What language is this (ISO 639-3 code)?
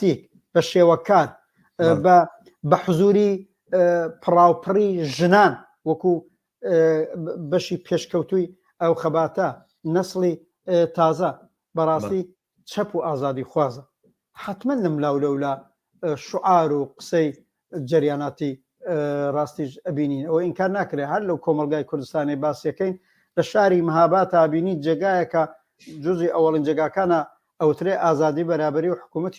ckb